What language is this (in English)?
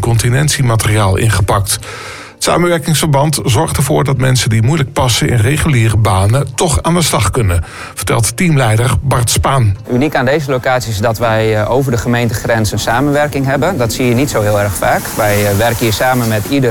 Dutch